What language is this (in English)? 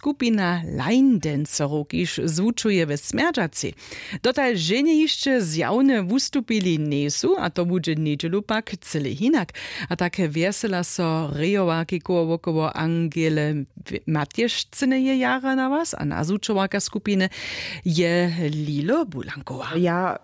Upper Sorbian